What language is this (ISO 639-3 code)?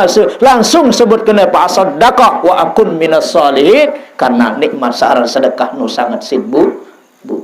sas